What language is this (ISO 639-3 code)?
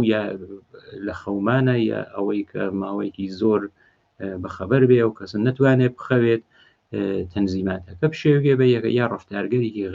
ckb